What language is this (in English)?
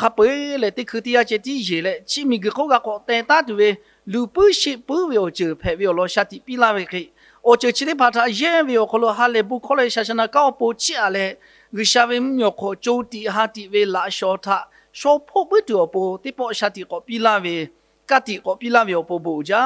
Lahu